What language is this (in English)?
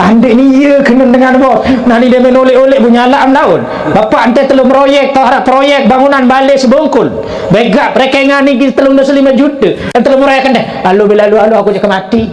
Sasak